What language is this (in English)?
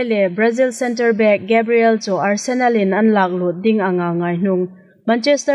Hmar